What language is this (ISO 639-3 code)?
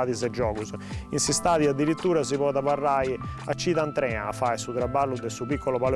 srd